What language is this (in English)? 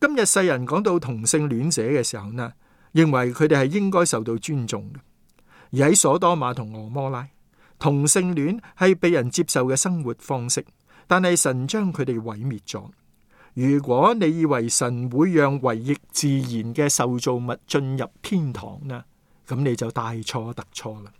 Cantonese